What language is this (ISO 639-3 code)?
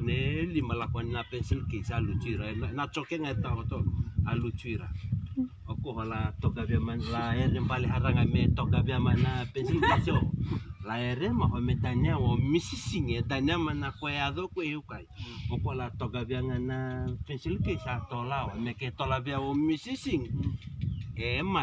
fij